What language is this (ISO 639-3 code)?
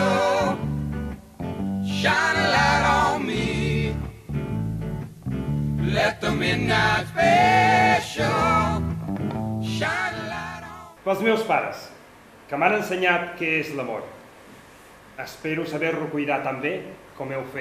cat